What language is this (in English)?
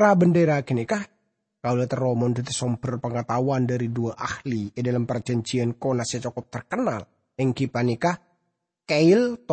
Madurese